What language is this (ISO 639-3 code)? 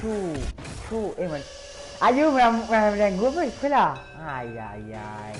mfe